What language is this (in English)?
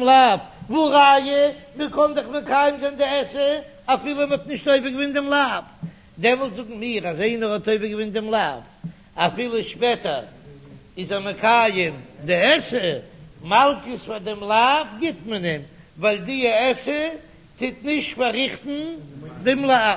Yiddish